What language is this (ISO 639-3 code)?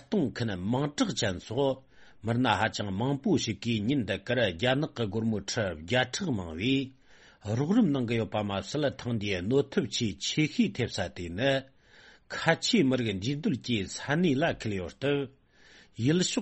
bod